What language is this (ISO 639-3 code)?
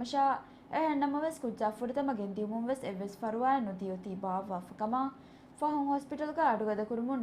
div